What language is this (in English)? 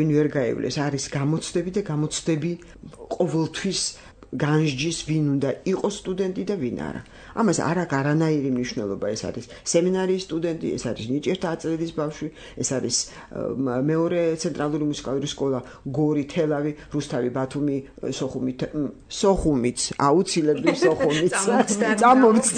Georgian